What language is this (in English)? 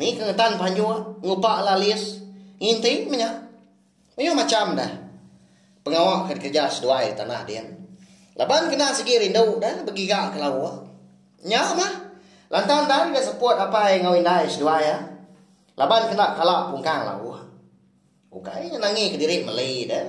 Iban